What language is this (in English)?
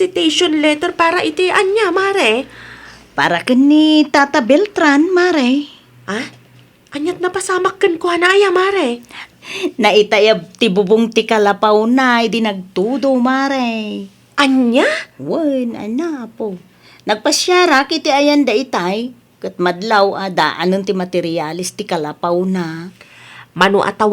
Iloko